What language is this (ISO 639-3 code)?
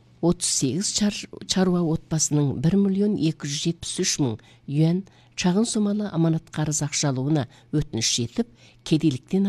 kaz